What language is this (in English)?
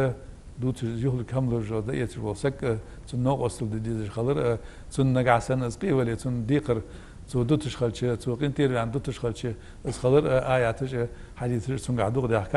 Ingush